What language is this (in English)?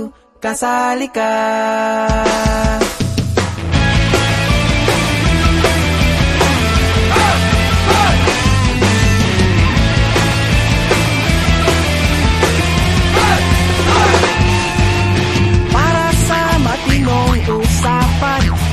Filipino